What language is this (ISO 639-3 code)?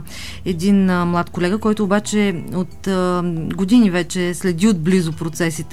bul